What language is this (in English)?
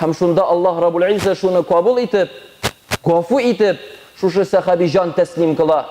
Tatar